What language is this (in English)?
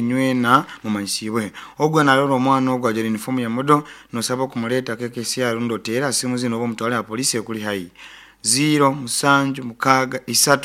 Nyoro